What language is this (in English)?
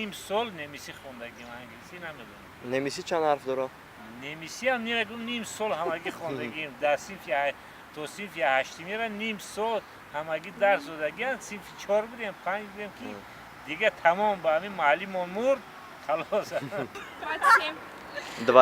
Tajik